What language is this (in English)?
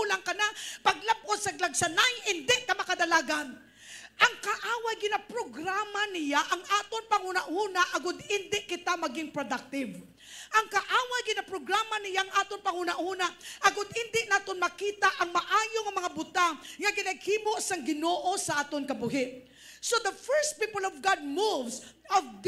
Hiligaynon